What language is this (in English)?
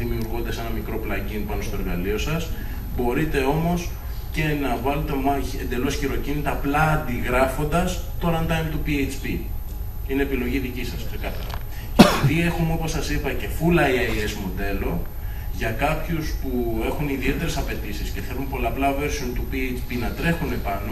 Greek